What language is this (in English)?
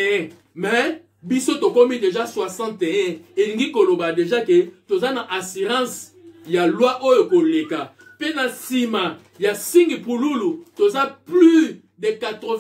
Lingala